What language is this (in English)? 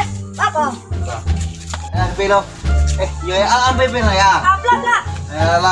Minangkabau